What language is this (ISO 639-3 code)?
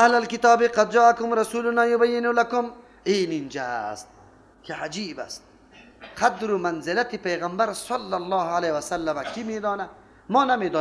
fas